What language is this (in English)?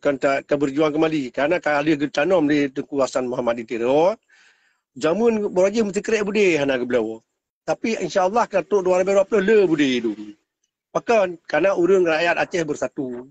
Achinese